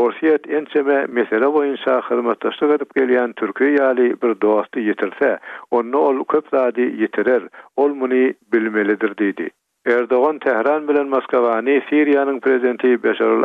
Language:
Turkmen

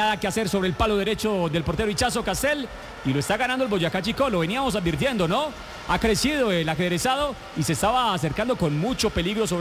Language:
Spanish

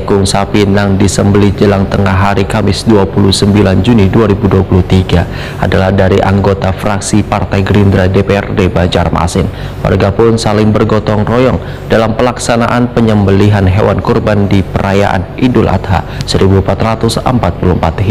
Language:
Banjar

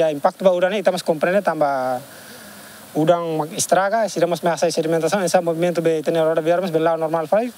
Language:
Tetum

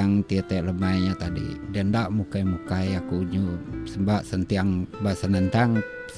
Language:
Iban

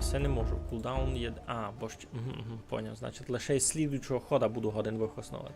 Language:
Rusyn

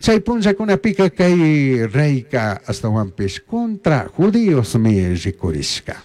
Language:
Chimborazo Highland Quichua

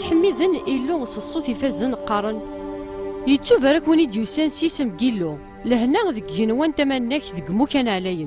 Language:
Kabyle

